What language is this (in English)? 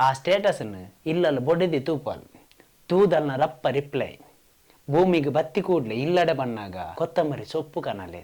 Tulu